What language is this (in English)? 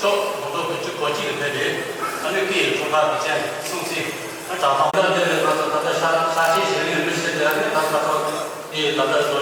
Tibetan